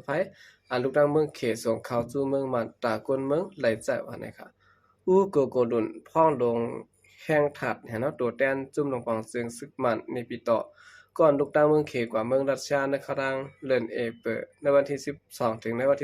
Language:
Shan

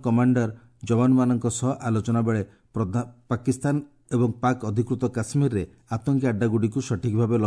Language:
Odia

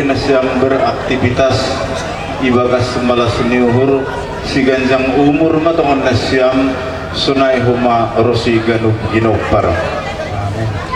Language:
Batak Toba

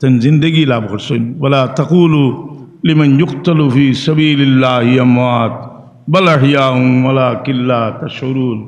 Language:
Sylheti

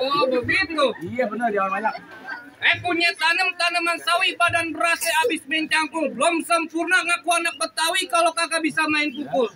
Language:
Betawi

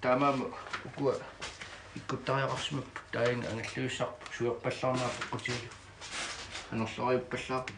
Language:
Kalaallisut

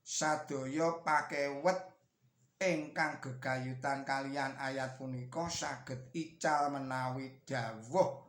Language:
Javanese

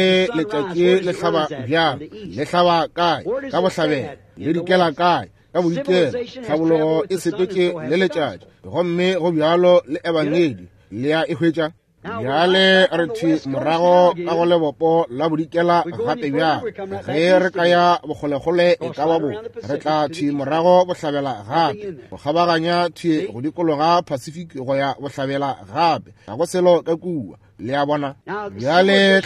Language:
Northern Sotho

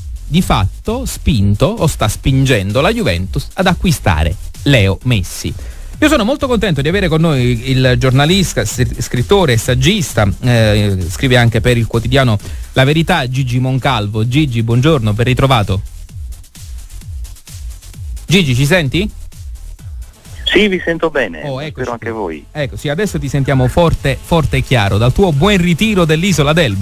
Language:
Italian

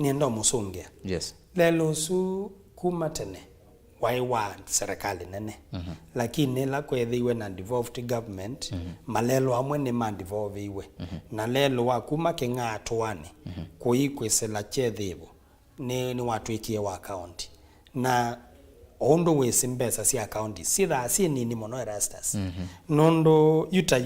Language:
Kamba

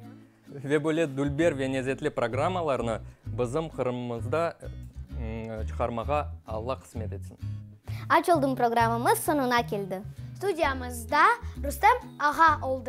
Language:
Crimean Tatar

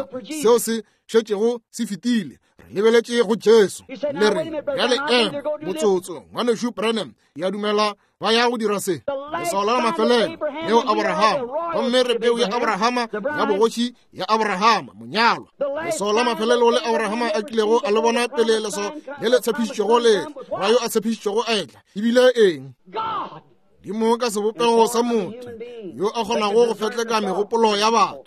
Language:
Northern Sotho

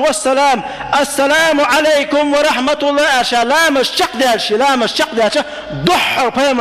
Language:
Chechen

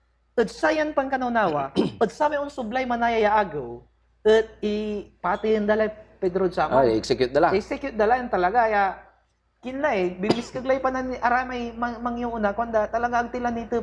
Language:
Pangasinan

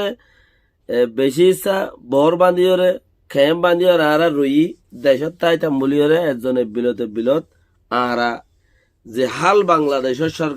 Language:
Rohingya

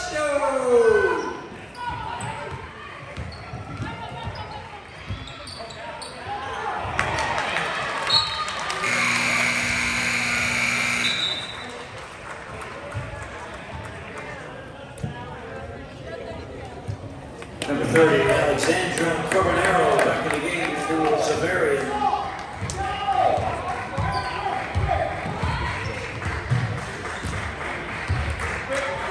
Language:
English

